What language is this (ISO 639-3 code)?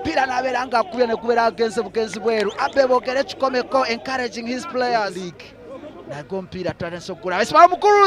xog